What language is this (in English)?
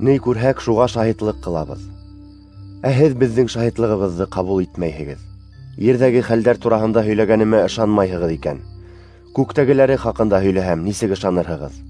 Bashkir